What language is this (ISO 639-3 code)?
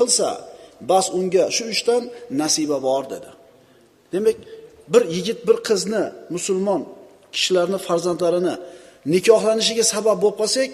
uzb